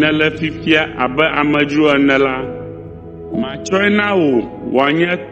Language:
Ewe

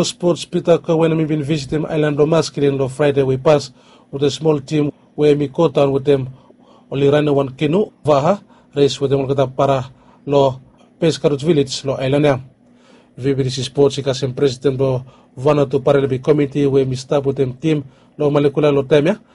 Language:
Bislama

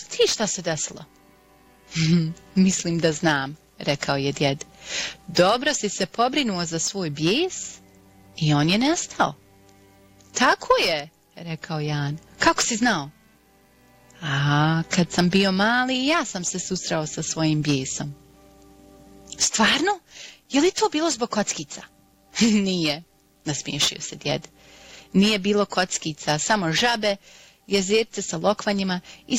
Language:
Bosnian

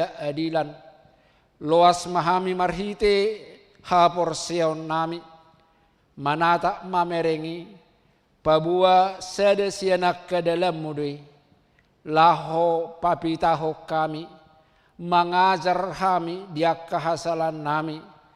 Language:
Batak Toba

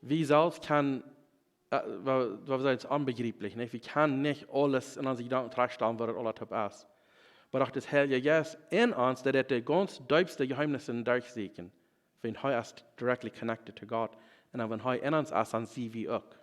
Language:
Plautdietsch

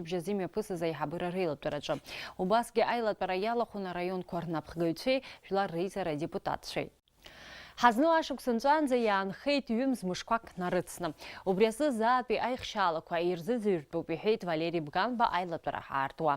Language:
Abkhazian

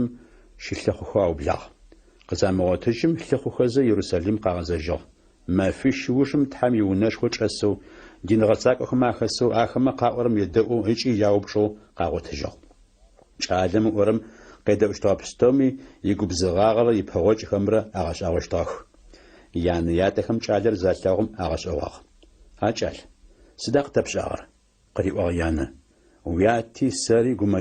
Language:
Adyghe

